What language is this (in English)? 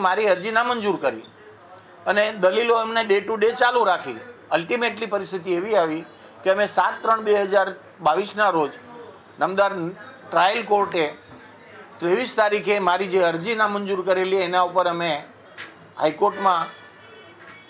Gujarati